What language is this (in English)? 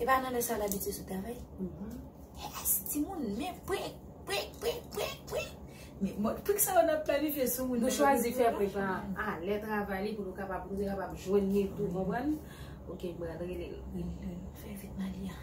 Haitian Creole